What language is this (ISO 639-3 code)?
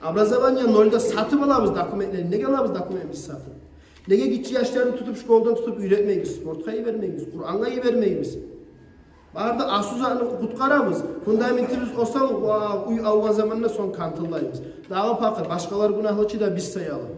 kum